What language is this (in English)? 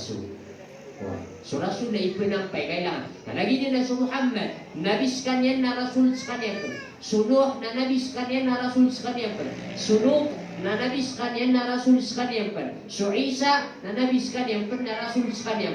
Maranao